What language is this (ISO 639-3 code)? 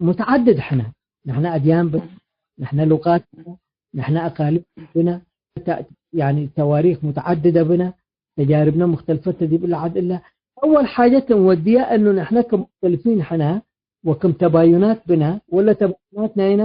tig